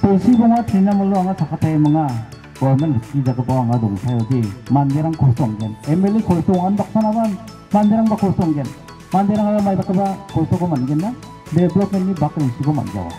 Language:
Garo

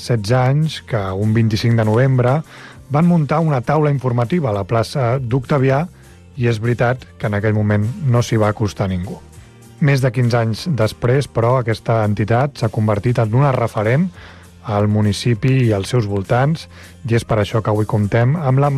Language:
Catalan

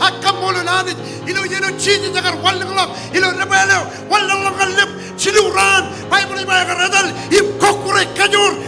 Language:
Marshallese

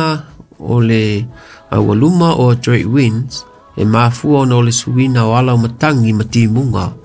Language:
Samoan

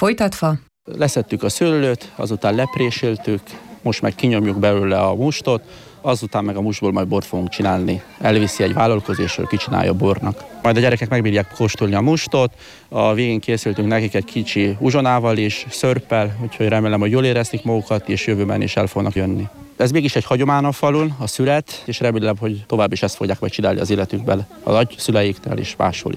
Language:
Hungarian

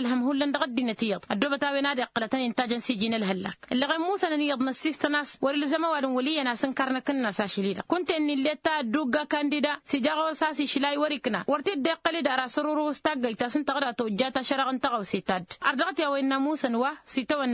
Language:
Tamasheq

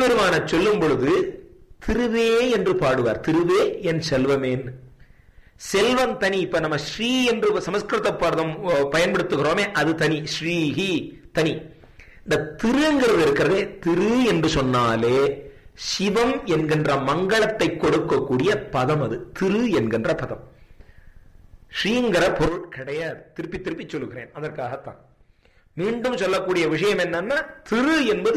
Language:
Tamil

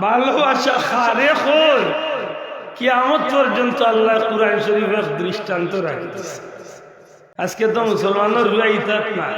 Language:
Sylheti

